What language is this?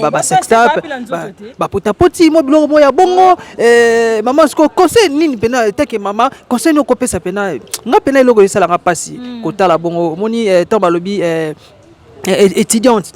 Lingala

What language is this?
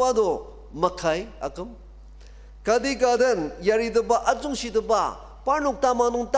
Ao Naga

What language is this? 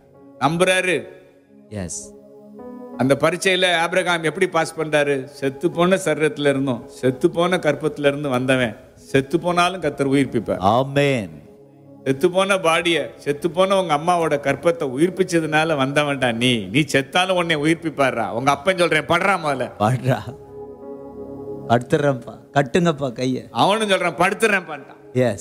Tamil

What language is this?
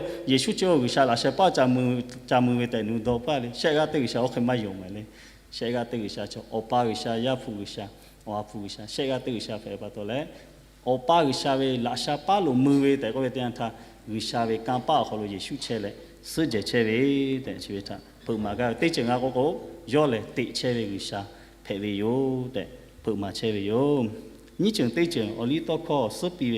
Lahu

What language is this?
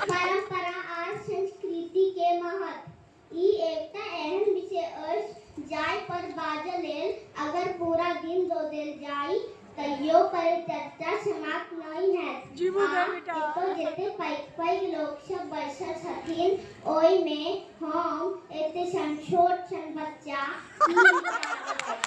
Maithili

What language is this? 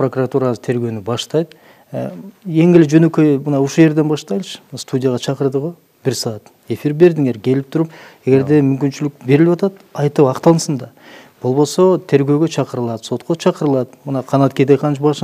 Kyrgyz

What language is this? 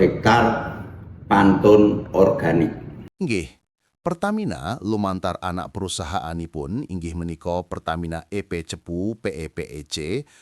Javanese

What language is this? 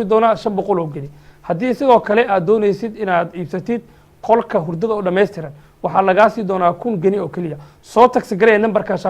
Somali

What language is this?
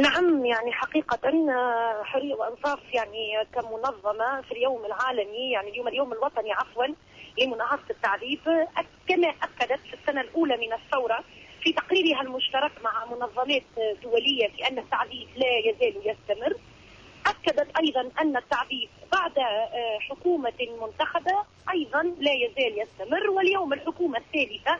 Tunisian Arabic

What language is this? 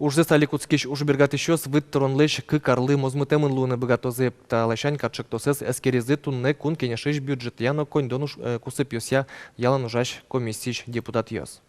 Udmurt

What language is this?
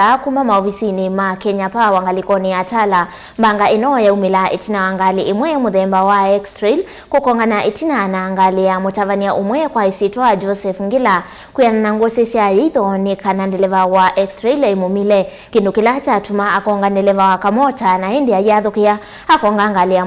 Kamba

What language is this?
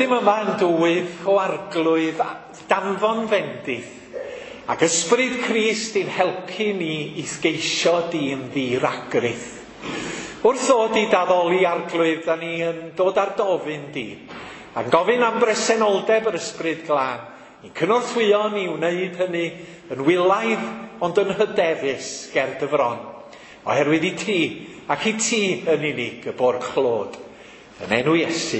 Welsh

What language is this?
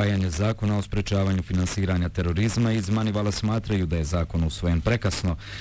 Bosnian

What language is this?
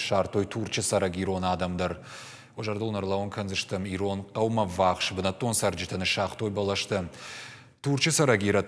Ossetic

